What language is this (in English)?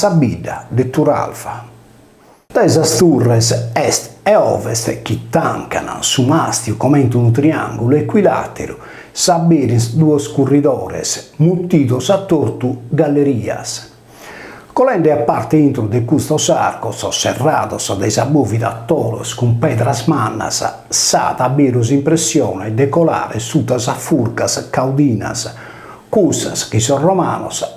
Sardinian